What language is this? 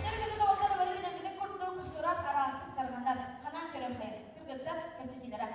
Yakut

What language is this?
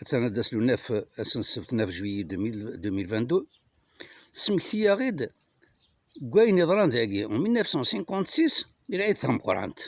Kabyle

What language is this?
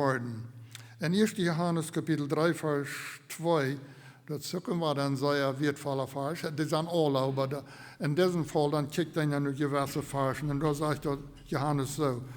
Plautdietsch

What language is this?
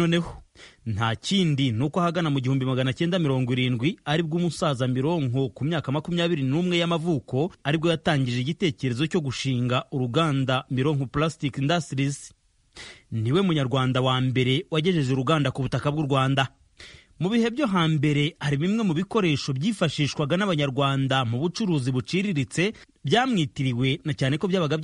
Kinyarwanda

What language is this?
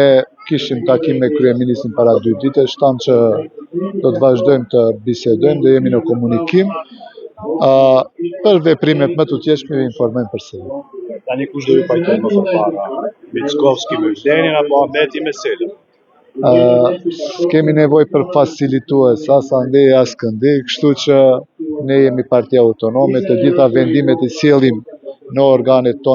Albanian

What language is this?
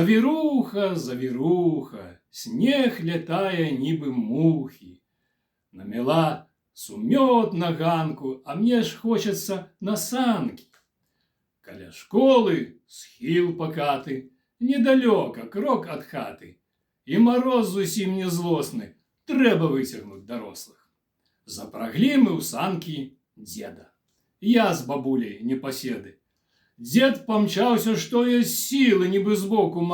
Belarusian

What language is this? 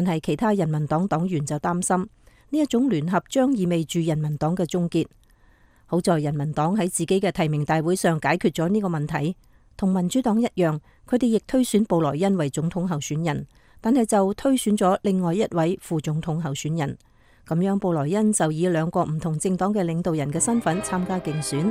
Cantonese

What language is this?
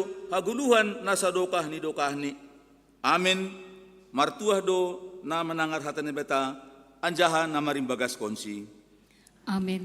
Batak Simalungun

